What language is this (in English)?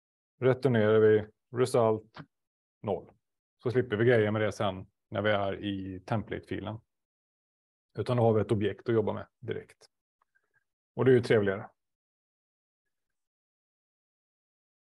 Swedish